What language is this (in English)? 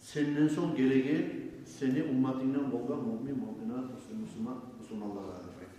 Kumyk